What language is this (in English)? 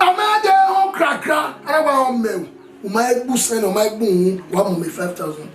Bini